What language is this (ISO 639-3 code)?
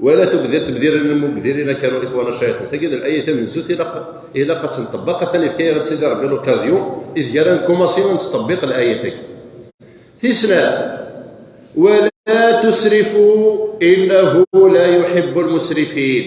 kab